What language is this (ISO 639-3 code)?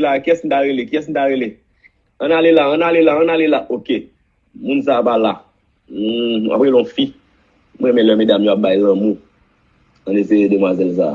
hat